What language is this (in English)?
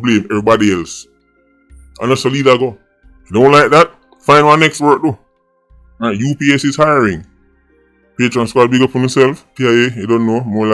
Jamaican Creole English